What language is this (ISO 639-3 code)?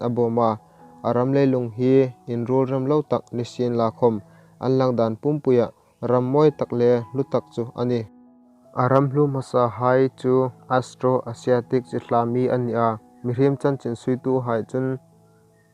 hmr